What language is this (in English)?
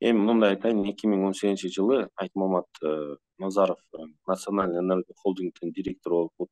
Kyrgyz